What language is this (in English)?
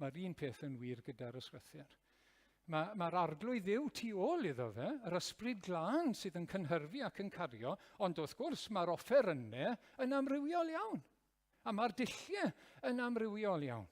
Welsh